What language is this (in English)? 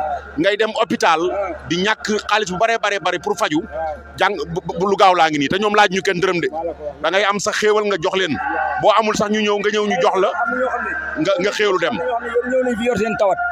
Wolof